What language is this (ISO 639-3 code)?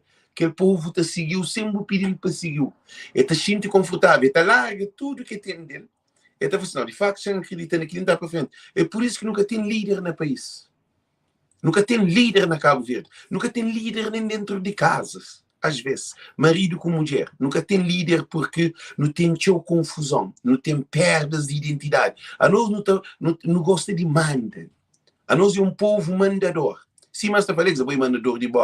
kea